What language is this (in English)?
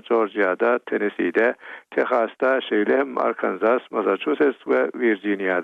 Turkmen